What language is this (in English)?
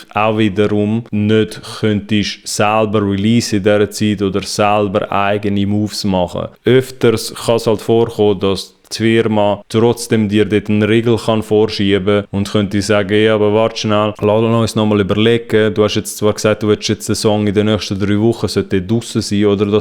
Swiss German